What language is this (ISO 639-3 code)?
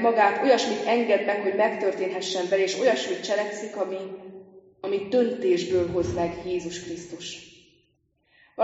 hun